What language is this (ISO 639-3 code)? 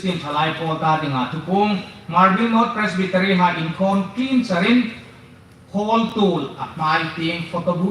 hmr